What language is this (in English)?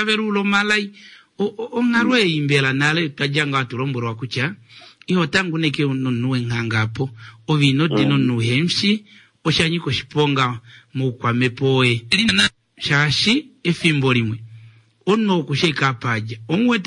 Kuanyama